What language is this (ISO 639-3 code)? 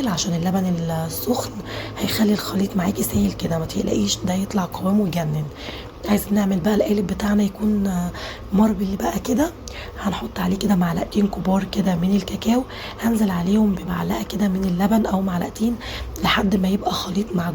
arz